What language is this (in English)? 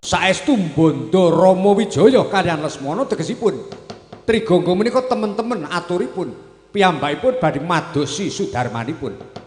Javanese